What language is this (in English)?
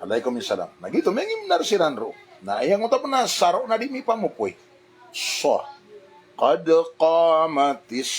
Maranao